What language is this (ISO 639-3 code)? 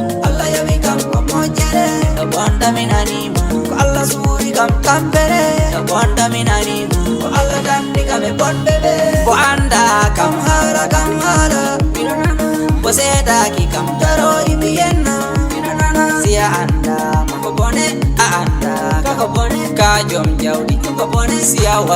ful